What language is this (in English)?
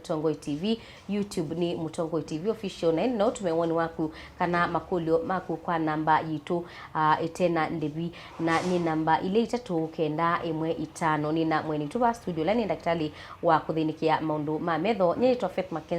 Kamba